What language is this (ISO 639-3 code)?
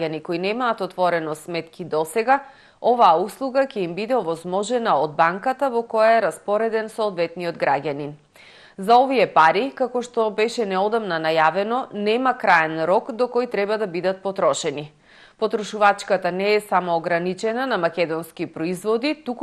mkd